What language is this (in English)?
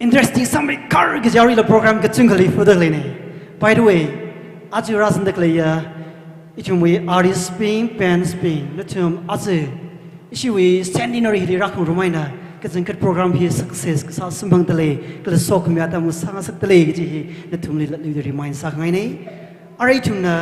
Tangkhul Naga (India)